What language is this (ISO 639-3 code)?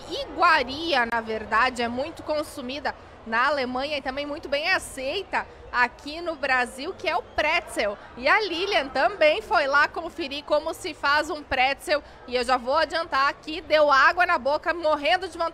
por